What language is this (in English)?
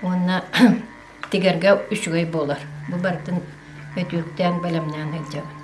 Yakut